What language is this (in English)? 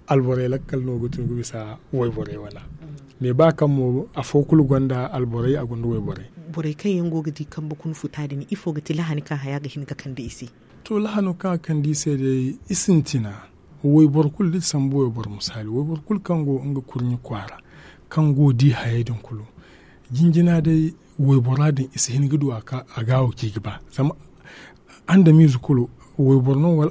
Zarma